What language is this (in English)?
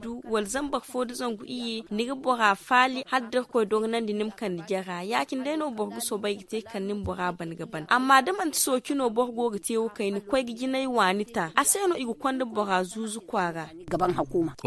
Zarma